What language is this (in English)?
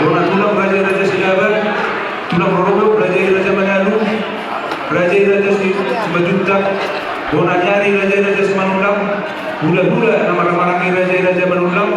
Batak Toba